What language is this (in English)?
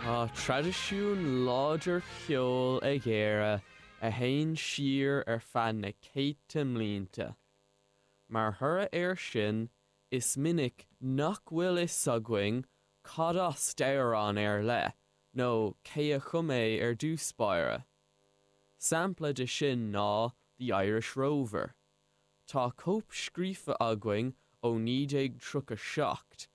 Irish